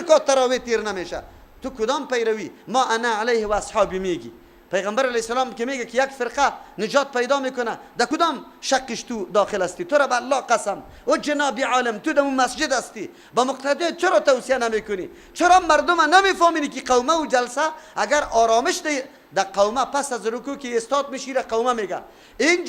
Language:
Persian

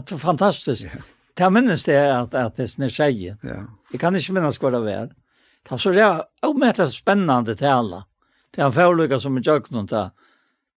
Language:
Faroese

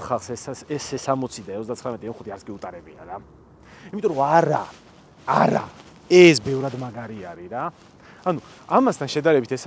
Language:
Georgian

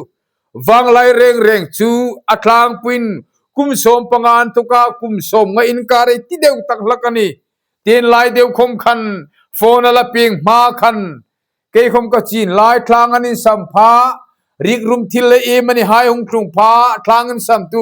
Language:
Hmar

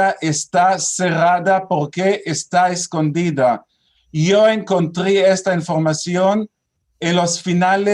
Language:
Ladino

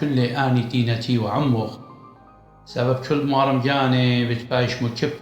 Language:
Assyrian Neo-Aramaic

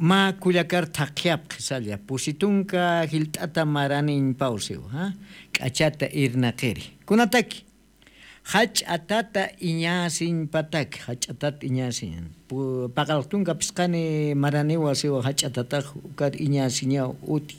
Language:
Aymara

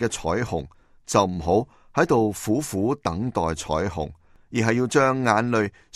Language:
Cantonese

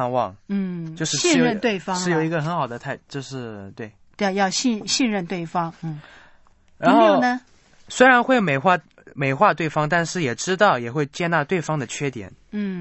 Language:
Chinese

